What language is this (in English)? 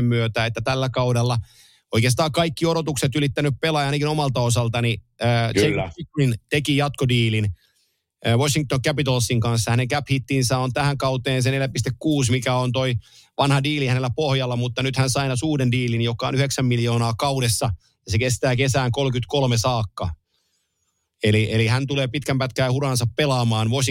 Finnish